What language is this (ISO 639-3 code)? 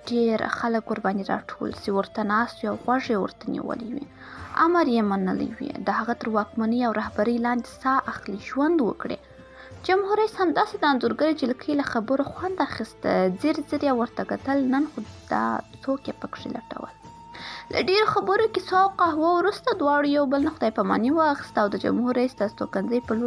pus